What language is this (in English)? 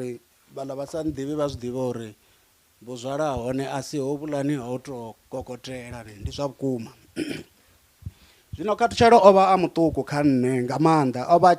Venda